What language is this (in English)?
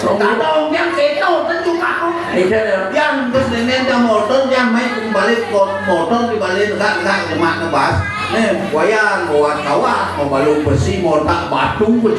Balinese